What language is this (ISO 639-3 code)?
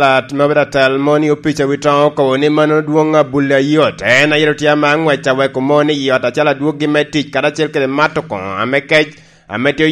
laj